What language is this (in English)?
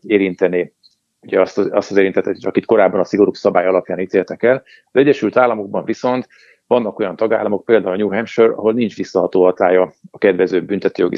Hungarian